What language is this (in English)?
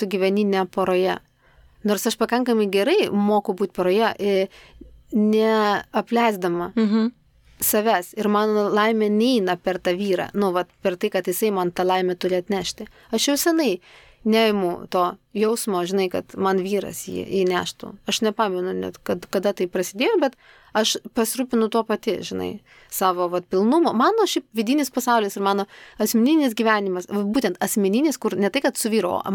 Lithuanian